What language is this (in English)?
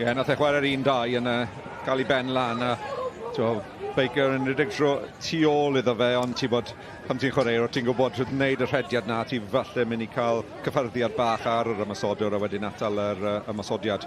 Welsh